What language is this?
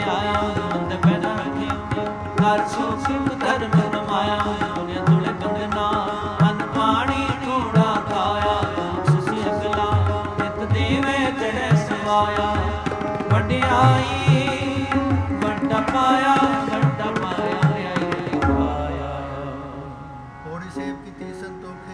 Punjabi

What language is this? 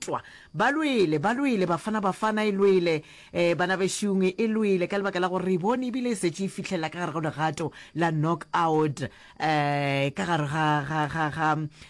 Northern Sotho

